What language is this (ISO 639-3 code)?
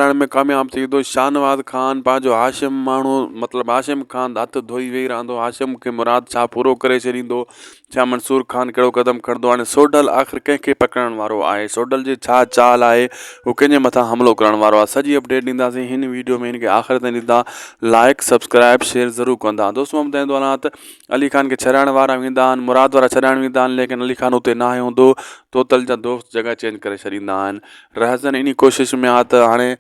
snd